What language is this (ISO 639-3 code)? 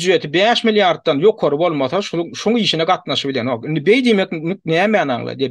tuk